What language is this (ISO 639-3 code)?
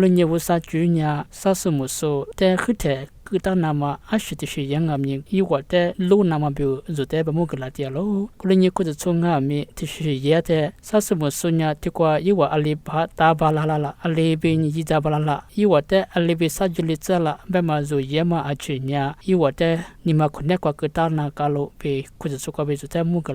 lis